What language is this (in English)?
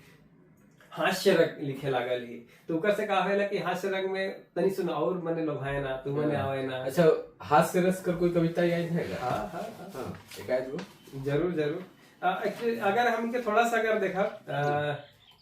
Sadri